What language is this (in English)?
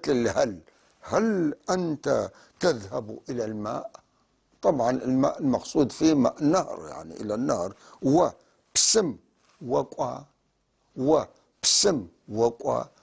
North Levantine Arabic